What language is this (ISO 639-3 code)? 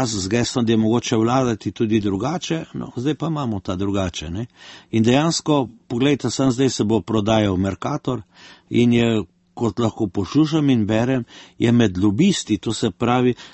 slv